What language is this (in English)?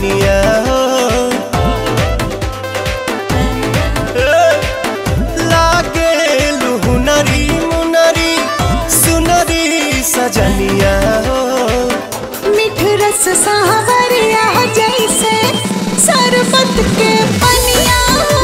Bhojpuri